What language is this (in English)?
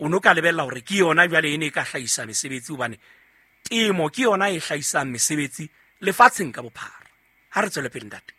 Southern Sotho